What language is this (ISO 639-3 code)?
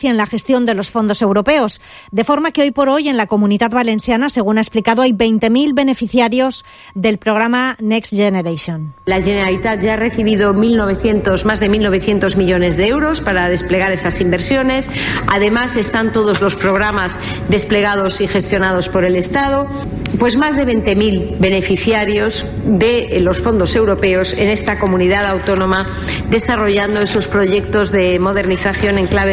spa